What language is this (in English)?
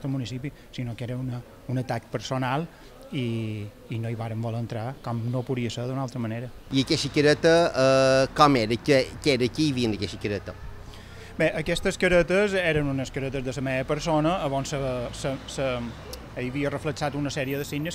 Catalan